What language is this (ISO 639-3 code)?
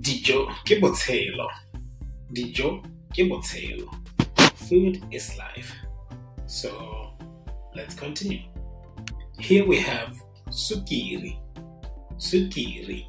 tsn